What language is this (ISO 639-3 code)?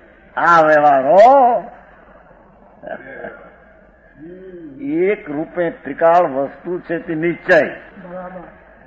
guj